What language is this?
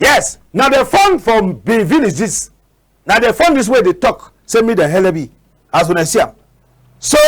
Cameroon Pidgin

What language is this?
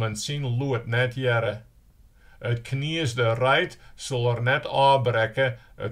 Western Frisian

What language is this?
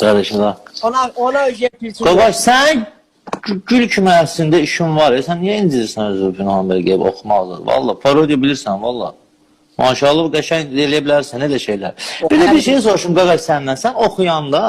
Azerbaijani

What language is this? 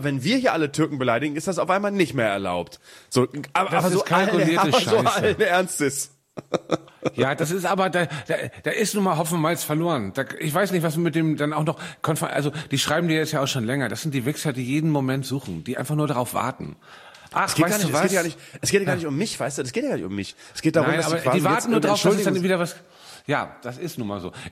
German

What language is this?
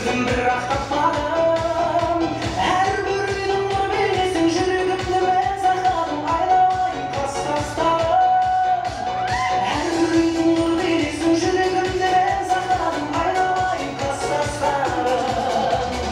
Kara-Kalpak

